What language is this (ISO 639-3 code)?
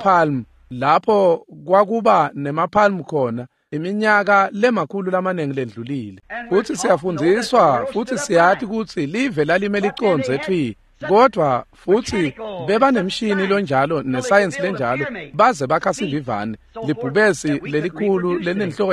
ssw